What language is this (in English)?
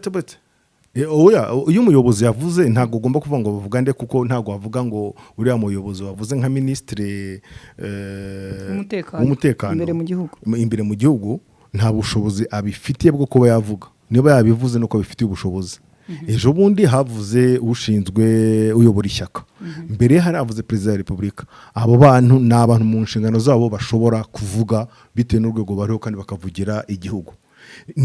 Kinyarwanda